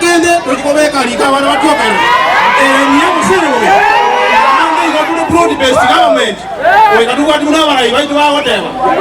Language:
Gusii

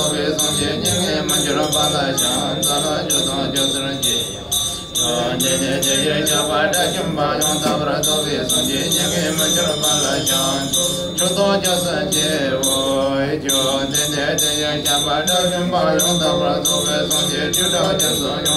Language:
Tibetan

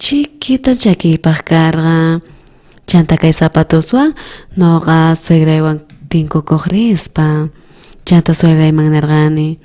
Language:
South Bolivian Quechua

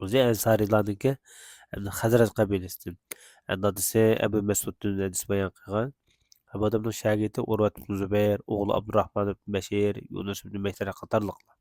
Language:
Uyghur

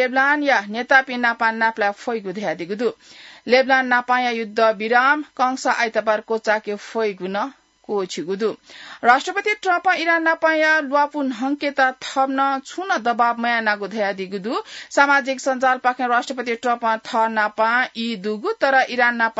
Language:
Newari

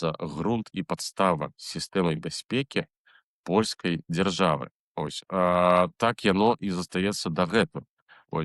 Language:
Belarusian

